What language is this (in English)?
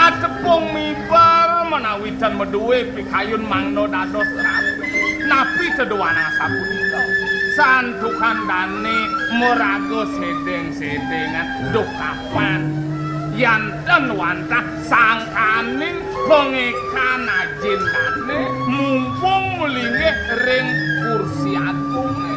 Balinese